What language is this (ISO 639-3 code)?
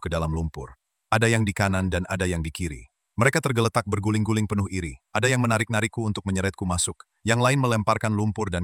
ind